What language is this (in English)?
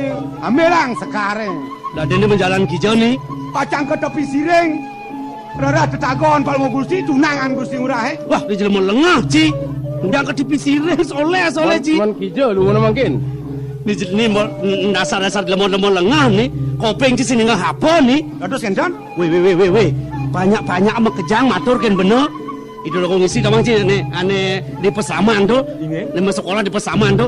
Balinese